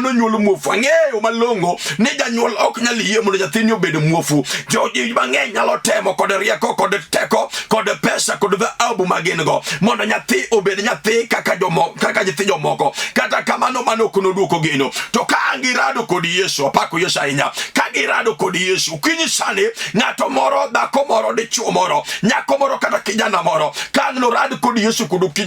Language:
Luo (Kenya and Tanzania)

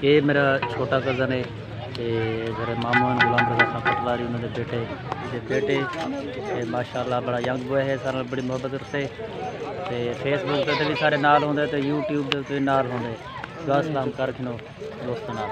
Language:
Saraiki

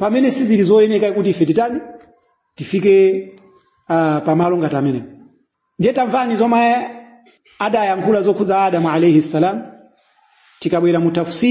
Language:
Nyanja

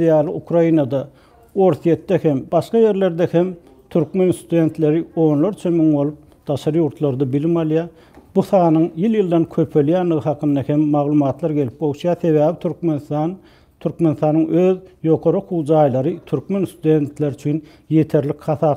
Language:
Turkmen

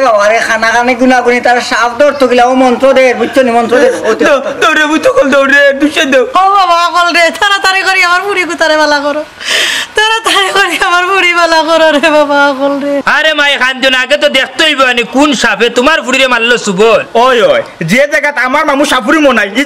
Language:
Sylheti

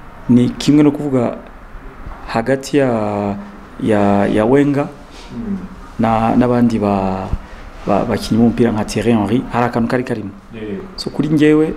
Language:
Kinyarwanda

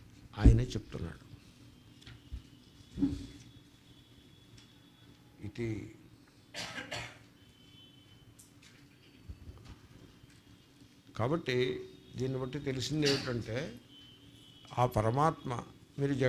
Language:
Telugu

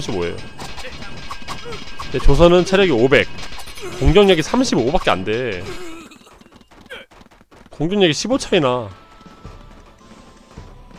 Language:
Korean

